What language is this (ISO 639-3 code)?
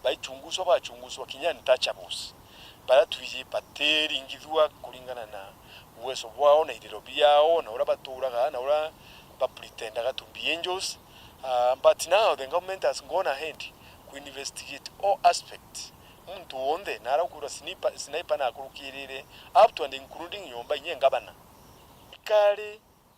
mer